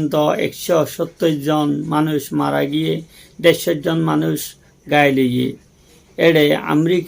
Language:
Rohingya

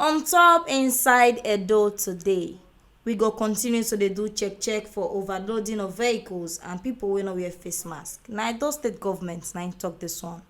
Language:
Nigerian Pidgin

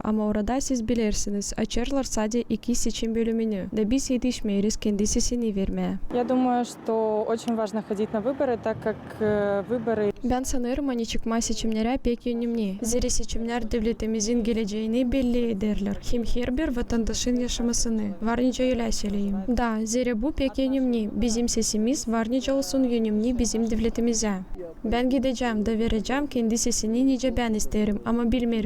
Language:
Gagauz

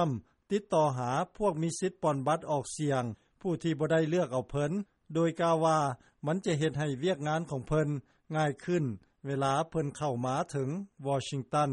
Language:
Lao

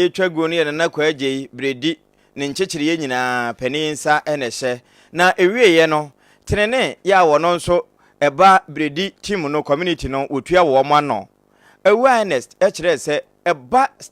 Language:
Akan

